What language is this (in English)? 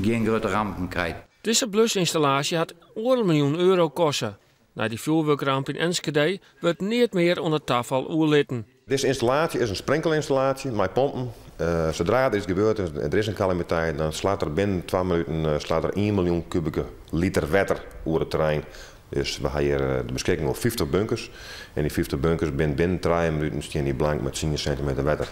Western Frisian